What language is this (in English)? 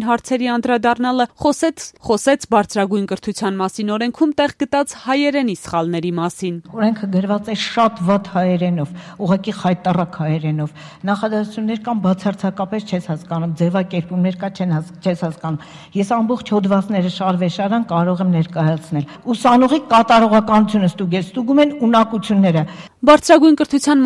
Armenian